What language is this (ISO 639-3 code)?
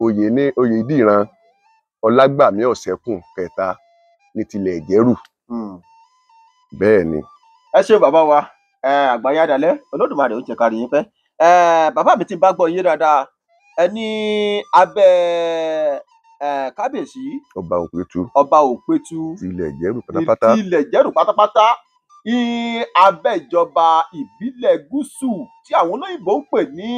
yor